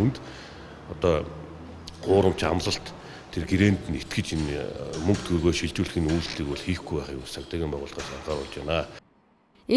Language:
Mongolian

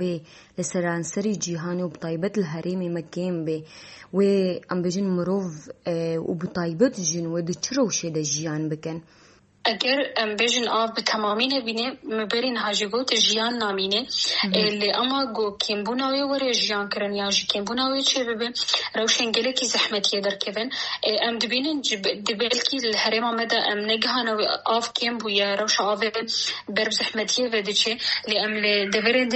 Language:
Kurdish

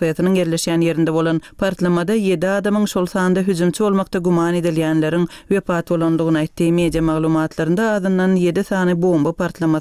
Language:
Turkmen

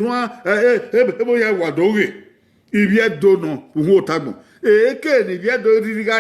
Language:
Bini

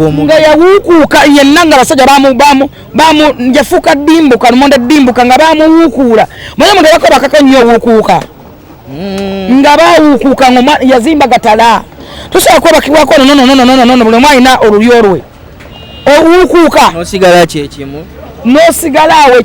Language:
Ganda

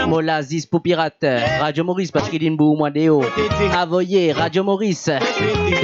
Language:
Morisyen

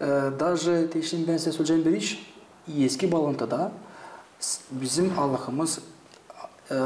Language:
Gagauz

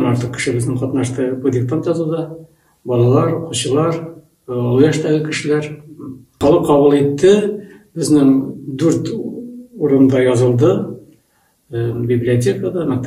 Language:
Bashkir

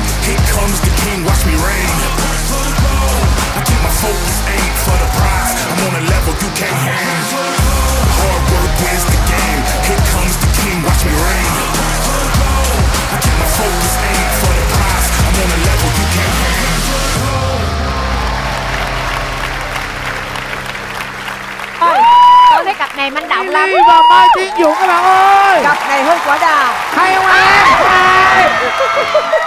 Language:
Vietnamese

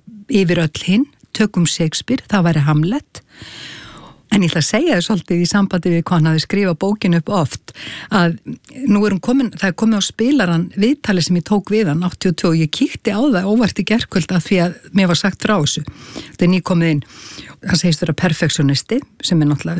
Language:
Icelandic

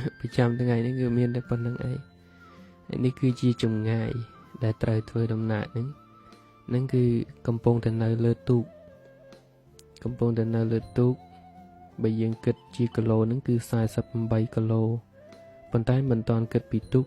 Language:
Khmer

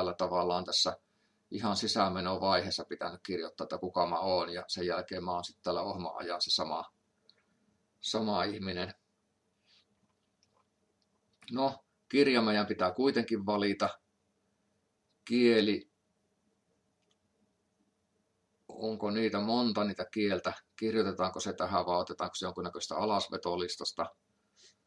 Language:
Finnish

